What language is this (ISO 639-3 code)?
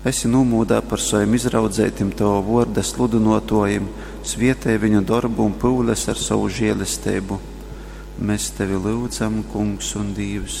ltg